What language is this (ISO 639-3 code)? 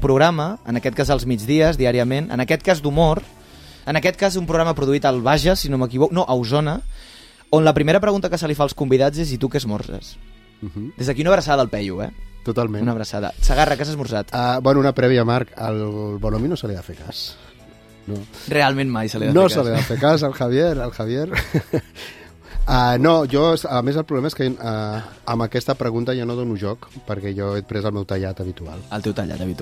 cat